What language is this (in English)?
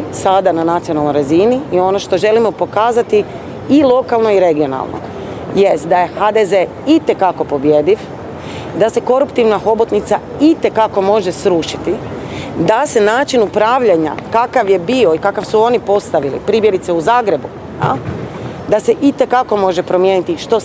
Croatian